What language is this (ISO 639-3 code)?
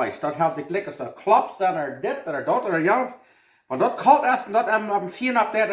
pdt